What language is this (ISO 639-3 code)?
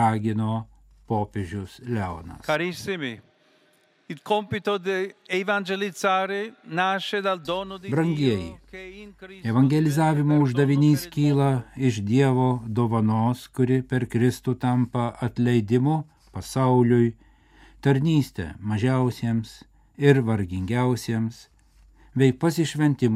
lit